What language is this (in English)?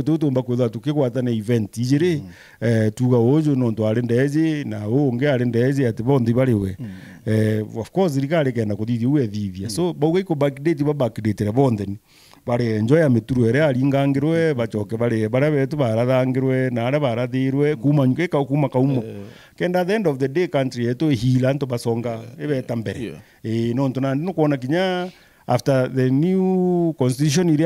Meru